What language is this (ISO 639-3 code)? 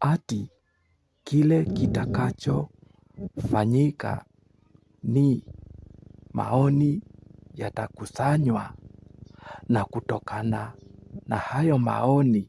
swa